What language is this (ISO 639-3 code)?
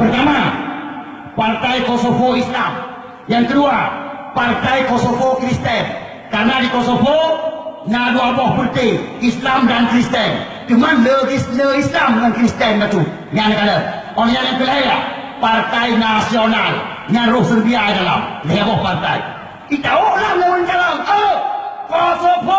ace